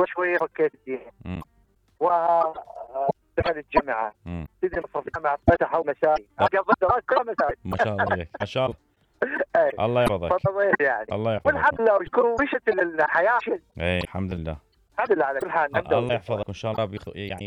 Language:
Mesopotamian Arabic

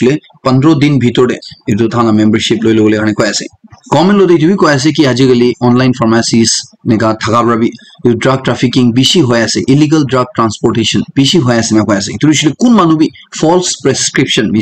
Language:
Naga Pidgin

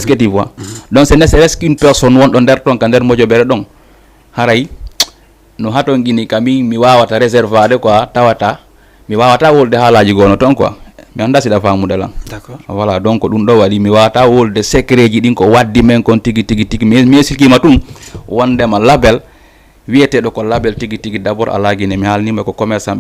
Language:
Fula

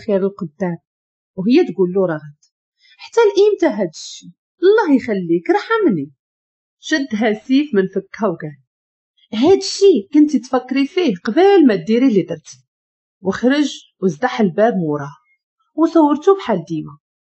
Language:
Moroccan Arabic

